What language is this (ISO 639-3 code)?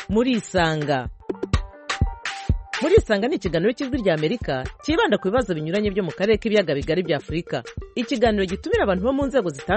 kin